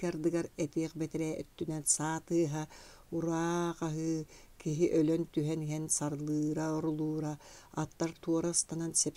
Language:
Yakut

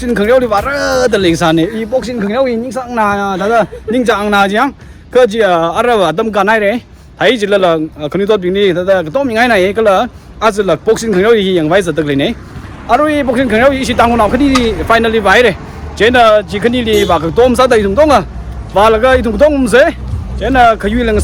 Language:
Tangkhul Naga (India)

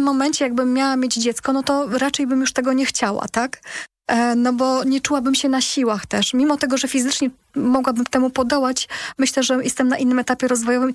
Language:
Polish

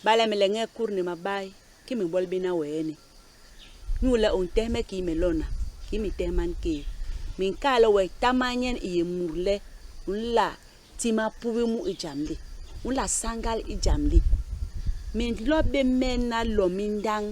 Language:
Basaa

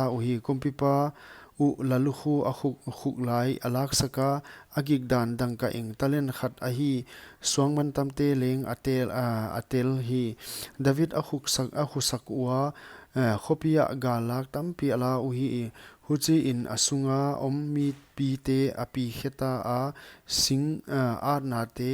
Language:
Paite Chin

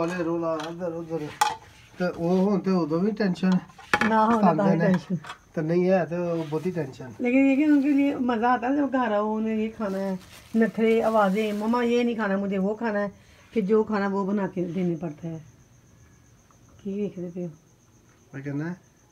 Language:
Hindi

